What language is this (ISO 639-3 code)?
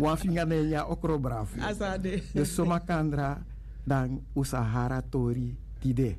srn